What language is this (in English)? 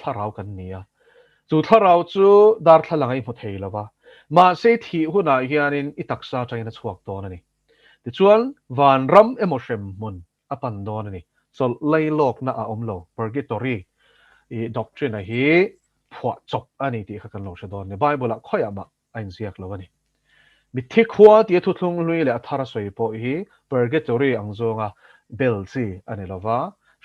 Mizo